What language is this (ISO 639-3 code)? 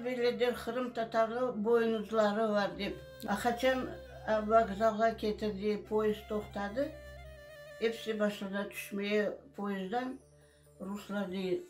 crh